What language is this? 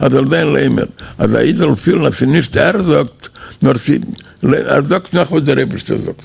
Yiddish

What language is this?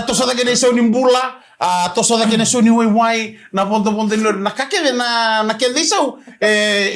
Fijian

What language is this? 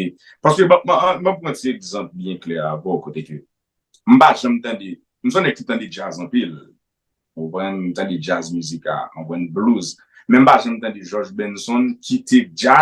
Haitian Creole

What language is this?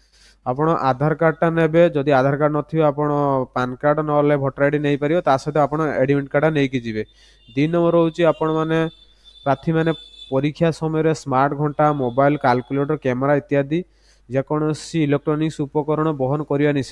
Odia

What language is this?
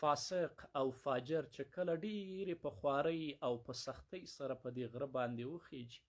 Pashto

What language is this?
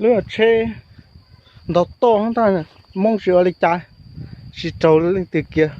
Hmong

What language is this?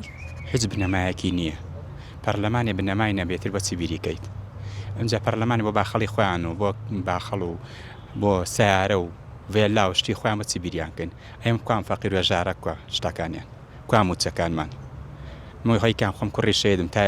Central Kurdish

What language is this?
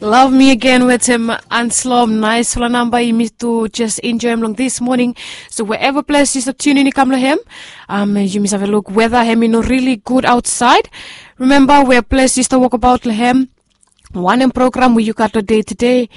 Bislama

